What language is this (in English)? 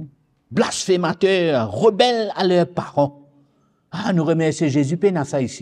Morisyen